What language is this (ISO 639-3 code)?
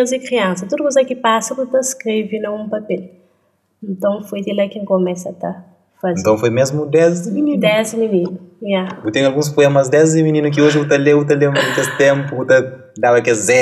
kea